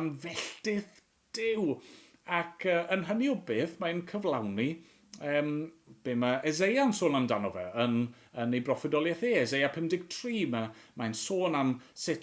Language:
Welsh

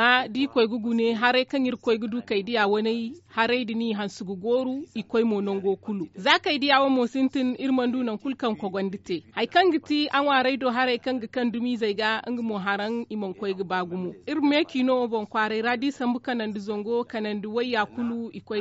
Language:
Zarma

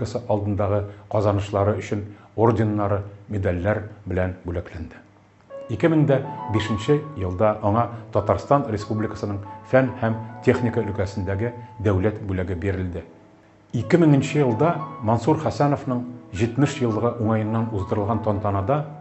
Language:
Tatar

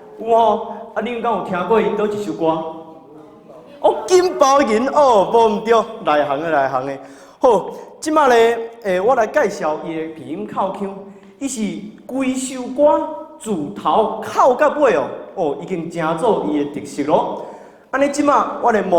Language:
Min Nan Chinese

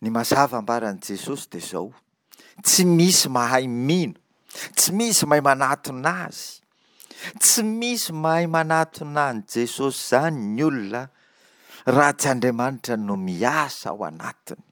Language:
Malagasy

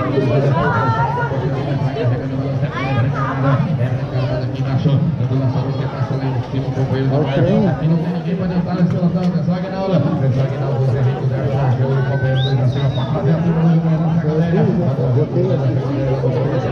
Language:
Portuguese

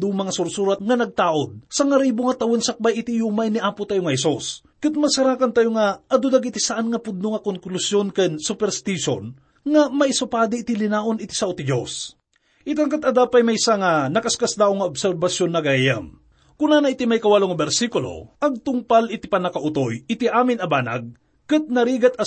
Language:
Iloko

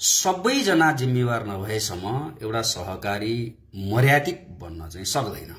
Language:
Nepali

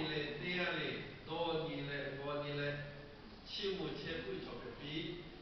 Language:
Lahu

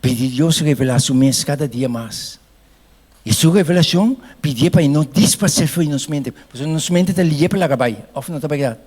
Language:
Papiamento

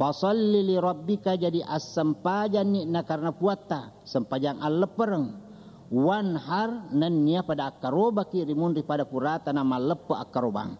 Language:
Buginese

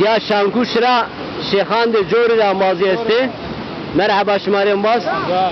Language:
Zaza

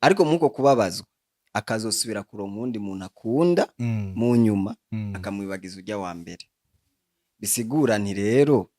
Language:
Rundi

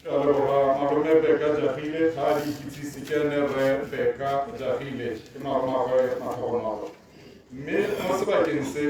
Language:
Tswana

